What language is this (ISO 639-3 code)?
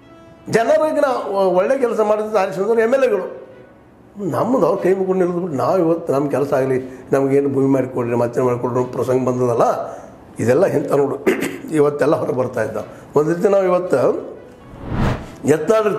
kan